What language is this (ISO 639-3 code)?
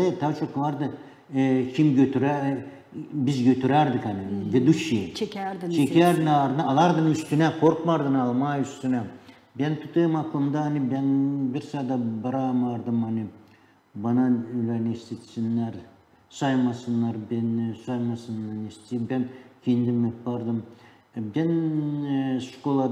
gag